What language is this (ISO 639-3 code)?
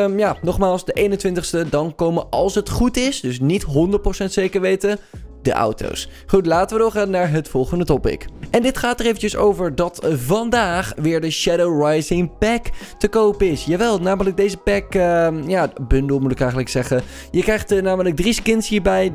nld